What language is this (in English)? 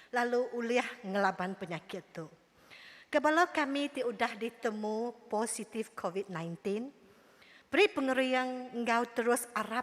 Iban